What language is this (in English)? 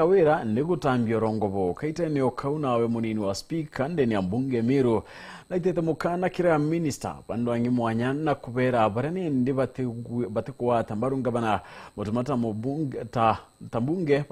Meru